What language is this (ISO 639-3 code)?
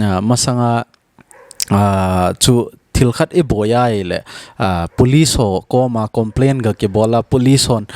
tcz